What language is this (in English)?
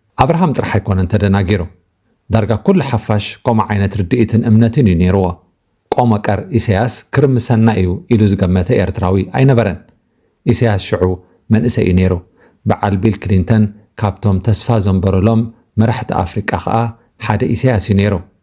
Tigrinya